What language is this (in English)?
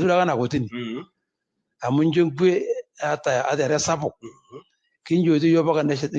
Masai